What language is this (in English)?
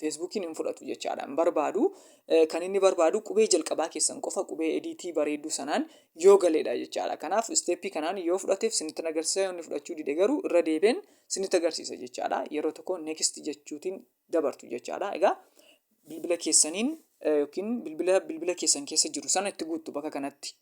Oromo